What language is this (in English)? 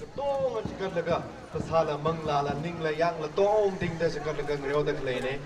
Tangkhul Naga (India)